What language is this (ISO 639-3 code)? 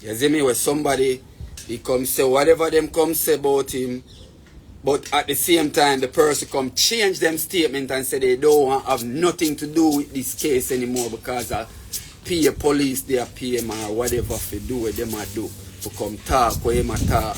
jam